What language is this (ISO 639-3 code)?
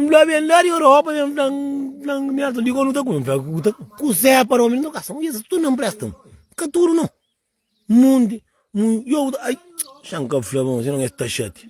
kea